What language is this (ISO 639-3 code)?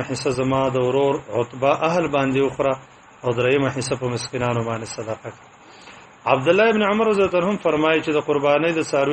pus